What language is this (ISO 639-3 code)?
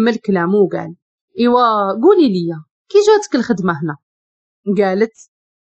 ary